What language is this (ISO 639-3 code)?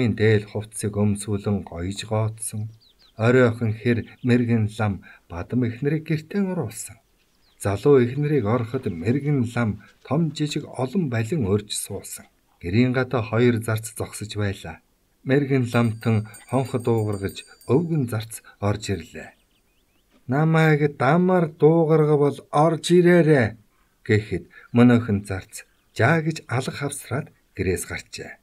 mon